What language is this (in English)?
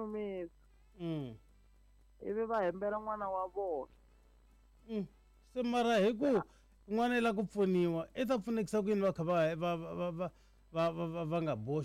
Tsonga